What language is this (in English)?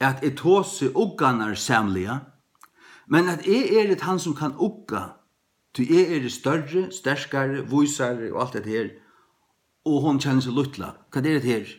Faroese